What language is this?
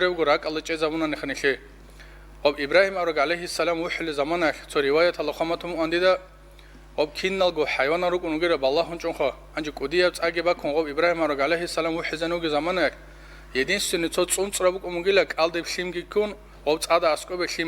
Avaric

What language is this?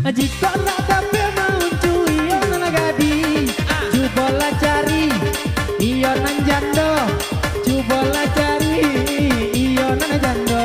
Minangkabau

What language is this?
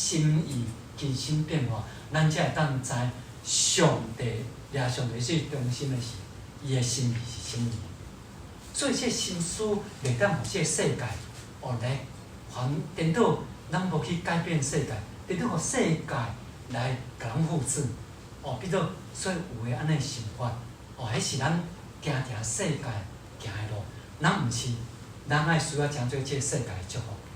Min Nan Chinese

